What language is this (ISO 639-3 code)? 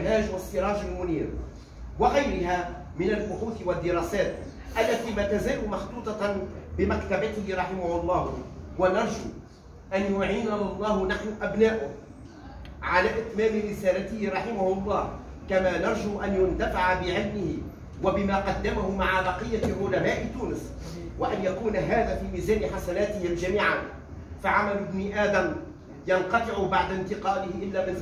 ara